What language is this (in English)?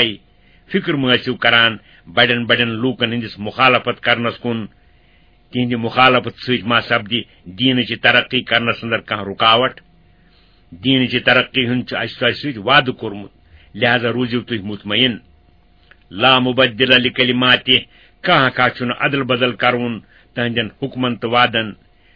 Kashmiri